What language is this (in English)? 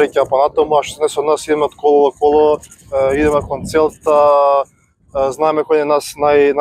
Macedonian